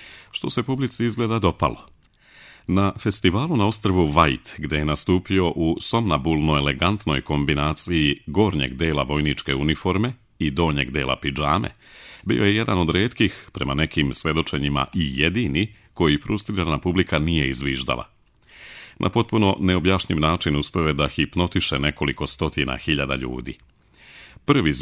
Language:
Serbian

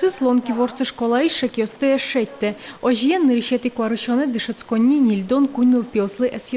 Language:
Udmurt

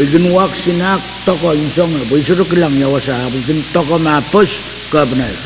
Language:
Pohnpeian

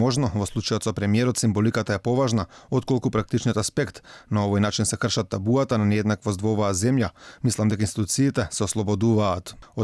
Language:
Macedonian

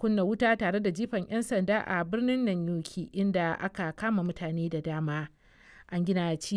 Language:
Hausa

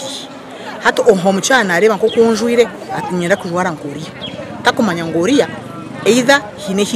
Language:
Nyankole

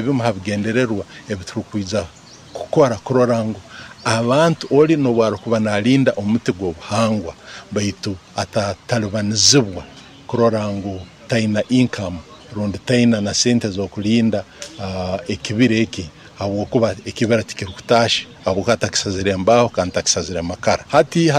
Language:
Nyoro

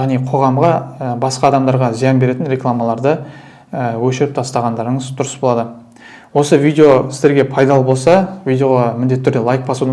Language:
Kazakh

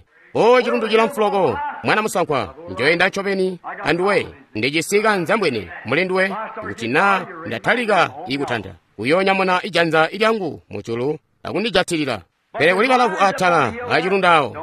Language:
Tonga (Zambia)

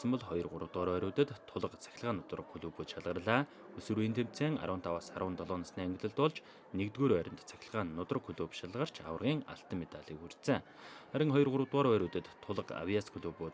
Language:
Mongolian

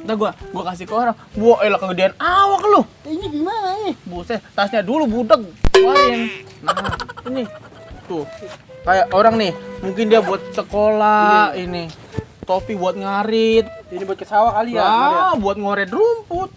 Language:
Betawi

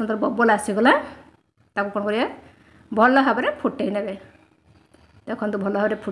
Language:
Odia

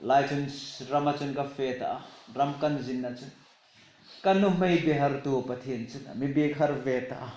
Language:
Hmar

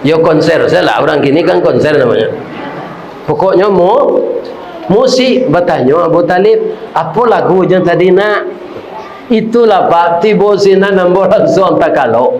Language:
Minangkabau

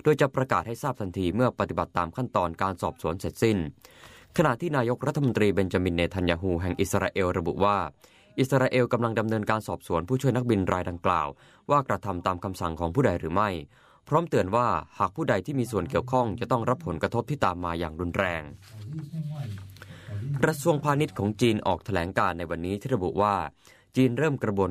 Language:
Thai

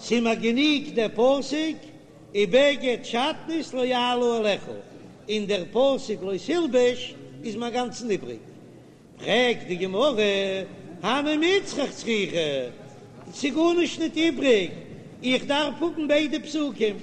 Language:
Yiddish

